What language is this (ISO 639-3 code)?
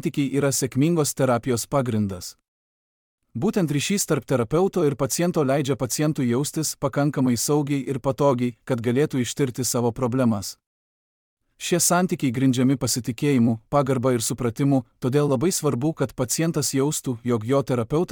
lit